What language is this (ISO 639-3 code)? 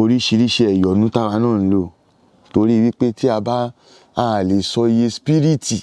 yor